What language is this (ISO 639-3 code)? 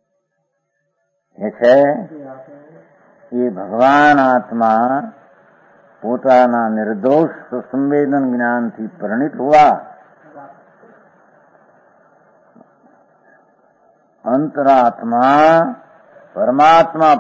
guj